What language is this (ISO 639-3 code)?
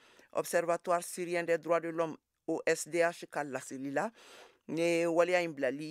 bam